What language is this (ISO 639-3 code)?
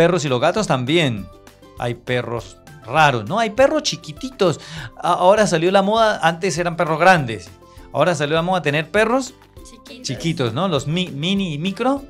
spa